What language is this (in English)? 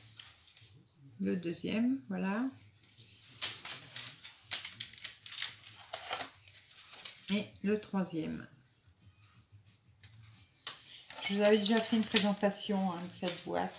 French